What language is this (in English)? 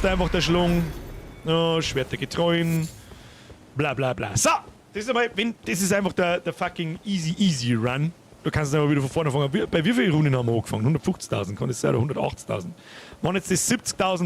Bavarian